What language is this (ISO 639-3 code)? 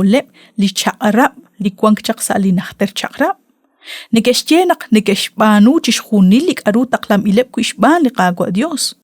kek